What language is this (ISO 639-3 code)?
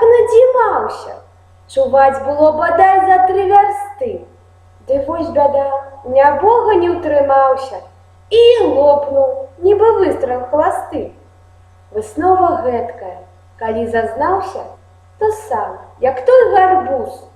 bel